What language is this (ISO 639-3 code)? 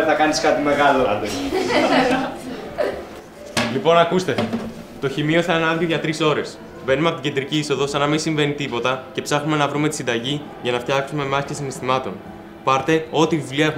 ell